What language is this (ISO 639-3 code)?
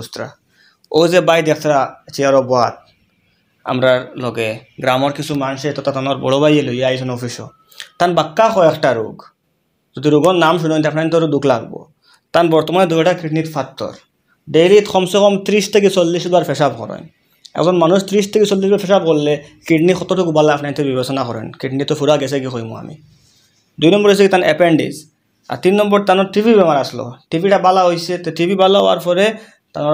syl